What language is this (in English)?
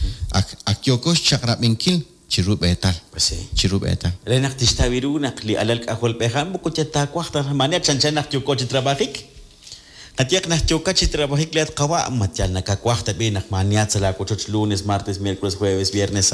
Kekchí